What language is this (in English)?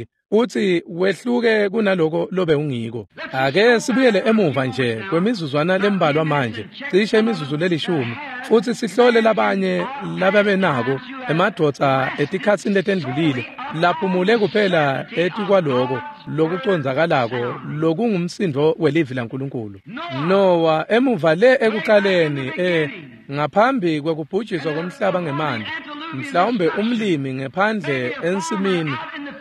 Swati